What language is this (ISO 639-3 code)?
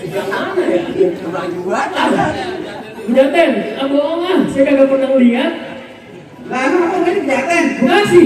bew